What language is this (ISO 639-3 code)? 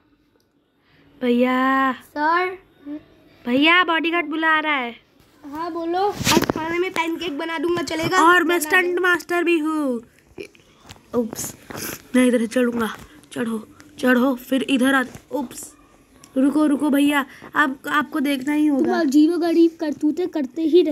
hin